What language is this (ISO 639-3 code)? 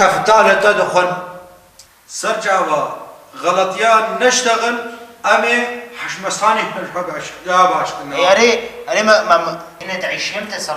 kur